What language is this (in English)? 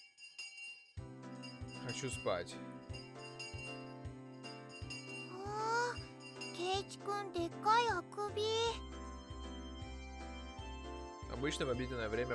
Russian